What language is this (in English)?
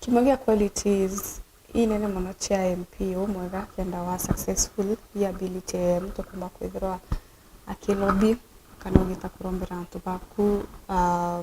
Meru